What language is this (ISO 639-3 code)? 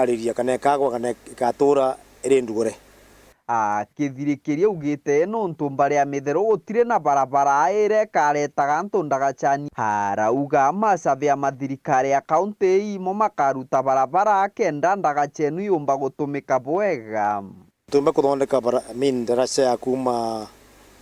mer